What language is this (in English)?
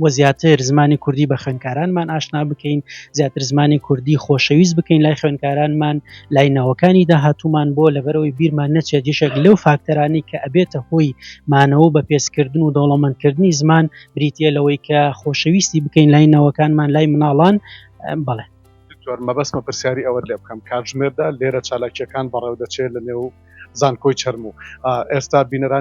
Central Kurdish